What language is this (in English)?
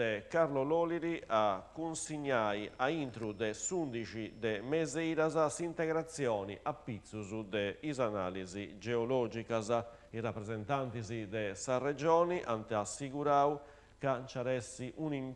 Sardinian